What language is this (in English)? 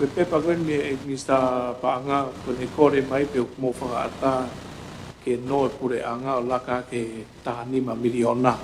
Tongan